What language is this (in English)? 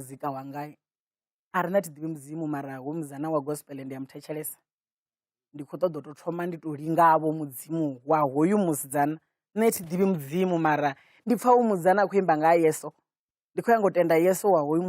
Venda